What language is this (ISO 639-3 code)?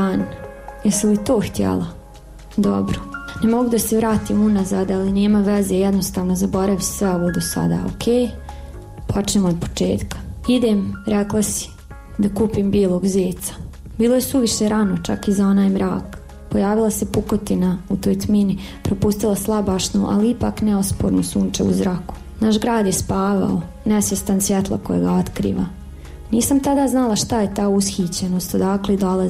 bos